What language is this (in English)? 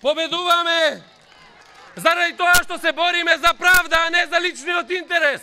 Macedonian